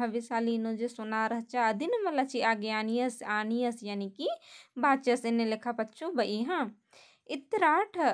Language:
Kurukh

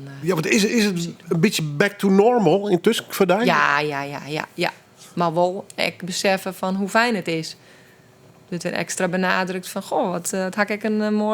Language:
Western Frisian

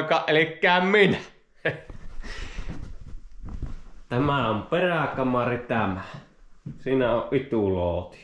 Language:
Finnish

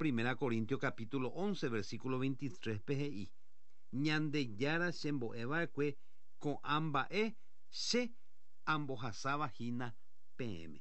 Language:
Guarani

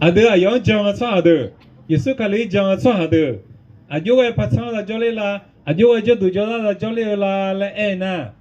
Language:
Akha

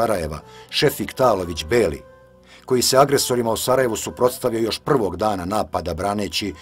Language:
Bosnian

